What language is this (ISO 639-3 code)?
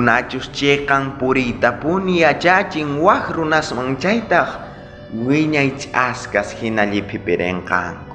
quh